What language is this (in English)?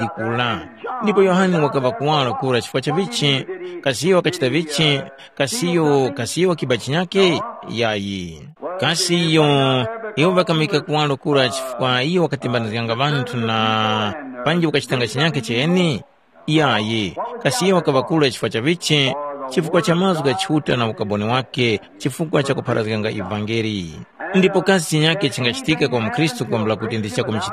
Tumbuka